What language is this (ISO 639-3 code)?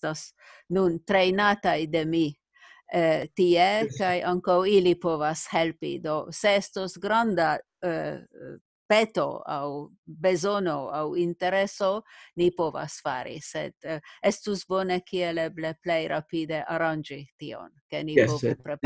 epo